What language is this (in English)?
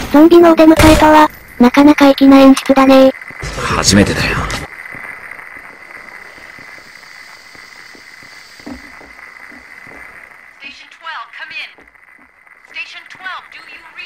Japanese